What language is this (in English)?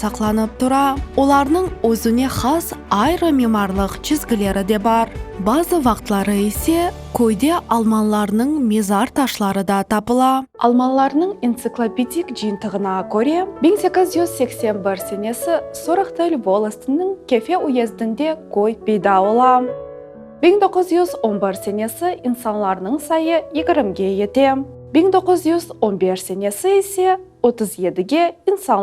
Crimean Tatar